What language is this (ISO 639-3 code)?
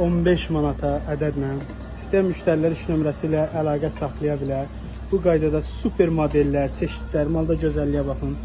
aze